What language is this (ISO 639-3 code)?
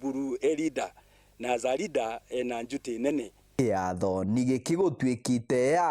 mer